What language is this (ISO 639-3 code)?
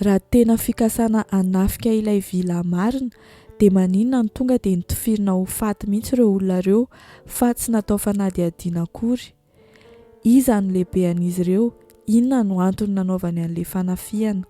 mlg